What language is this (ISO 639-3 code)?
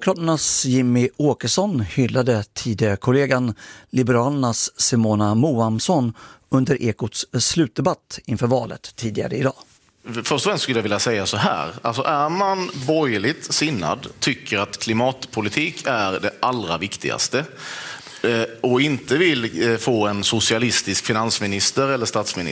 swe